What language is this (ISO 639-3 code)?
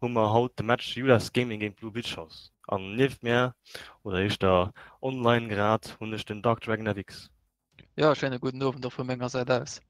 ltz